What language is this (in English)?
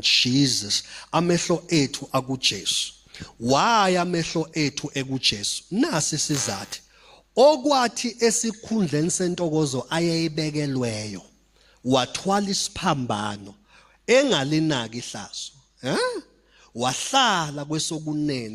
Zulu